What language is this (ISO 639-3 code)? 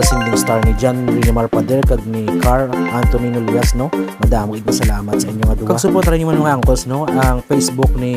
hil